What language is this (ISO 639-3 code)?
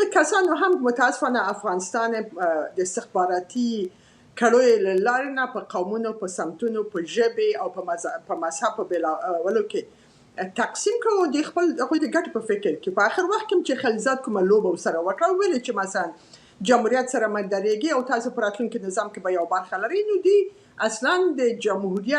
pus